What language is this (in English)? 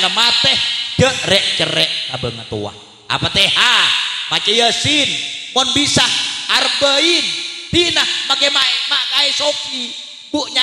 Madurese